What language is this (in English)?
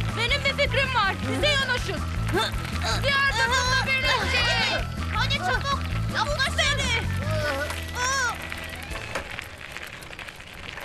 Turkish